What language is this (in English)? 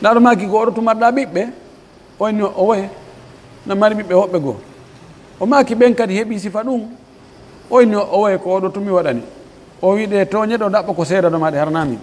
Pular